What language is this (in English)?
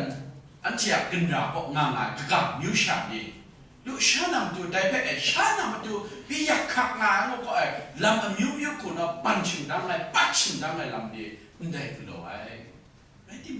Kachin